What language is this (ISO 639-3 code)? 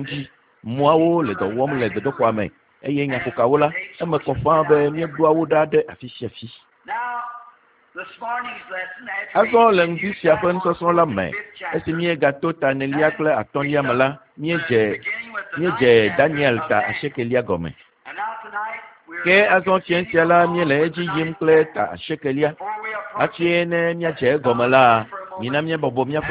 ewe